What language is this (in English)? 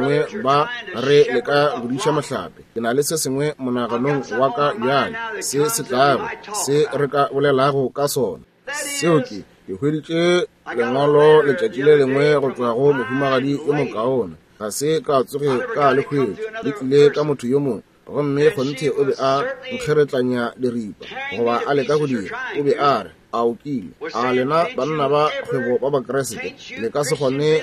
Northern Sotho